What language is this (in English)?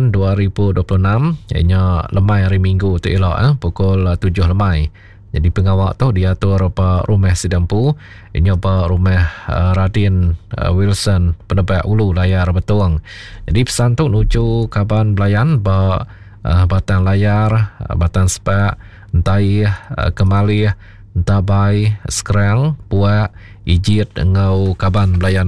Iban